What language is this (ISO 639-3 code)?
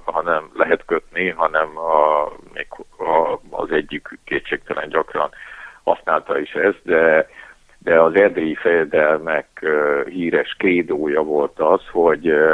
hun